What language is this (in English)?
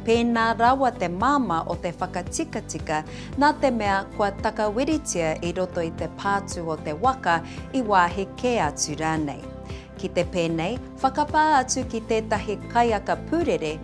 Māori